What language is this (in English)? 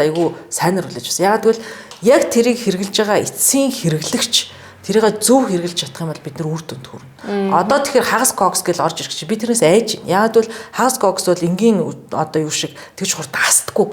Mongolian